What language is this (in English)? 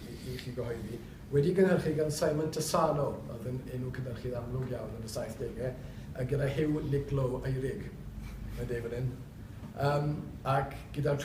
Welsh